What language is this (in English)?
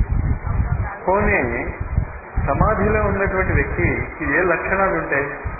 Telugu